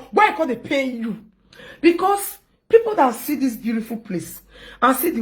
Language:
Nigerian Pidgin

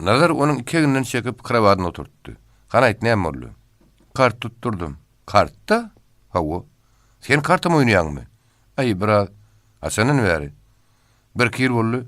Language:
Turkmen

